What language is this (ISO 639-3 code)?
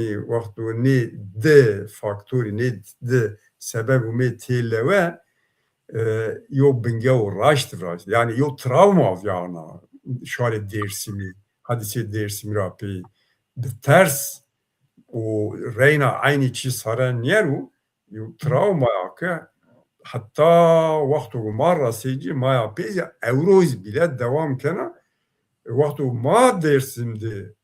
zza